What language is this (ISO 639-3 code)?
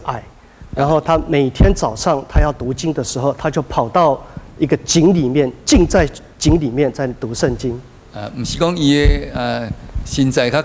nan